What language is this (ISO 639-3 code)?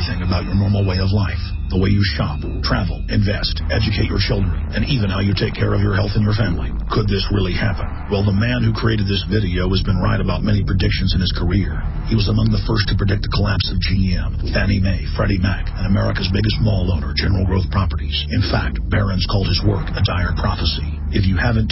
eng